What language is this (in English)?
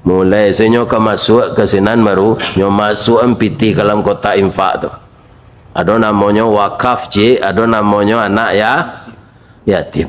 Minangkabau